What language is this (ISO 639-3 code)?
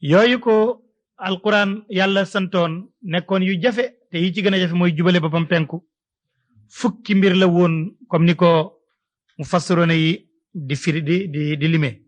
wol